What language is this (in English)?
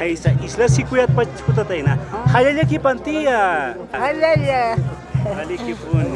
Aymara